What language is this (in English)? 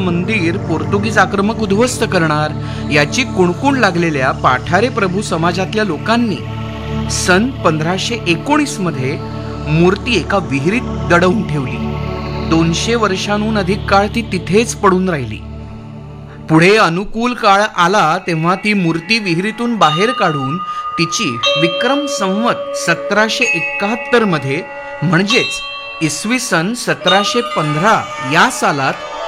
Marathi